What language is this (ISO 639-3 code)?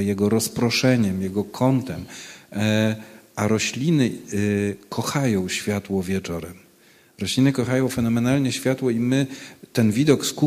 pol